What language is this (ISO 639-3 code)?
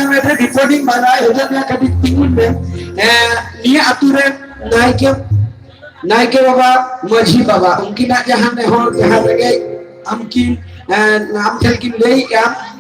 sat